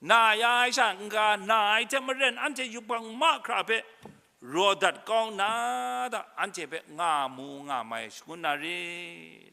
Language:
Kachin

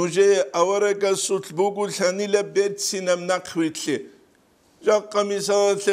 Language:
Avaric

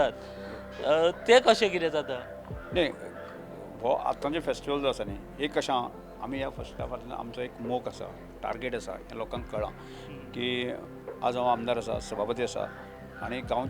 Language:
Konkani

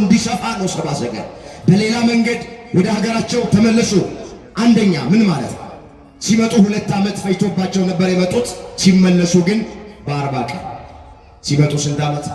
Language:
Amharic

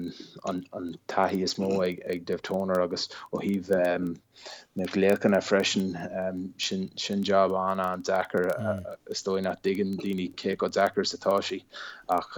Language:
Irish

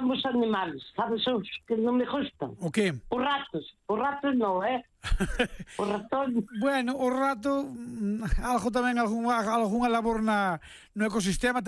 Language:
Galician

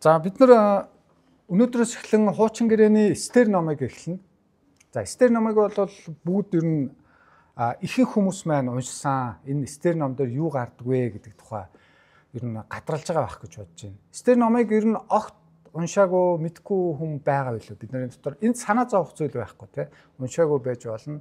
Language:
Mongolian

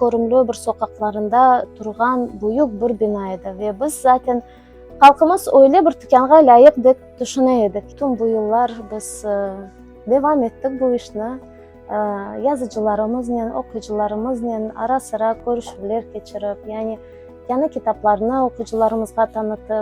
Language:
Crimean Tatar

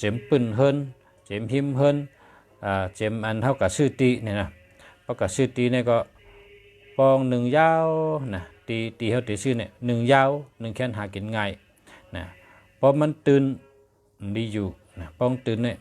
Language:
Shan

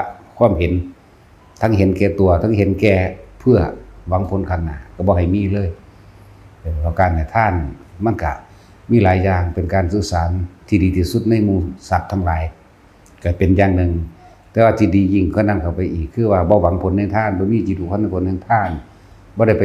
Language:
Lao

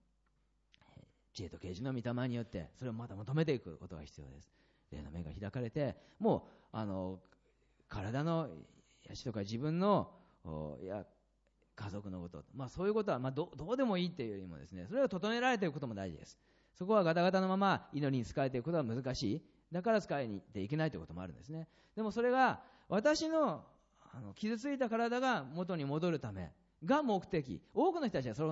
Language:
Japanese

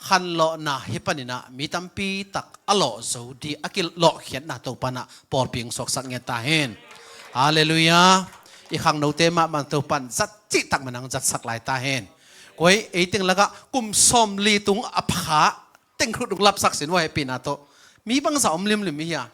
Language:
Tedim Chin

